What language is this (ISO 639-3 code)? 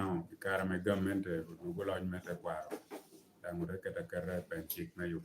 laj